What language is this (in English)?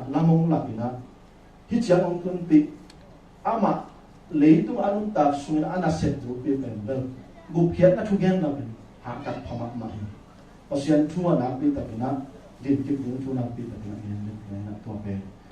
Tedim Chin